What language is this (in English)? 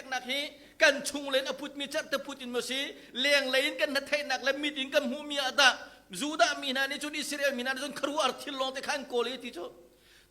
Hakha Chin